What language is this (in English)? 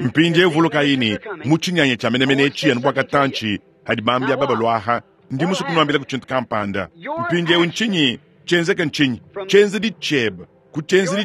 Luba-Lulua